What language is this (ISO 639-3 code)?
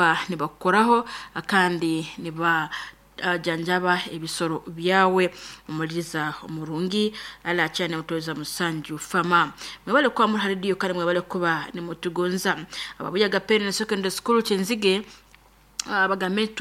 nyn